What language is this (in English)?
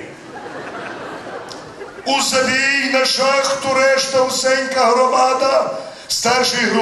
Ukrainian